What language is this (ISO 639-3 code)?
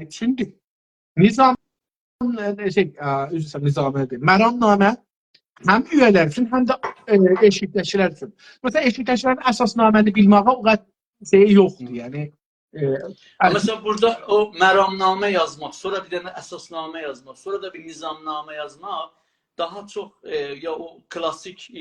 azb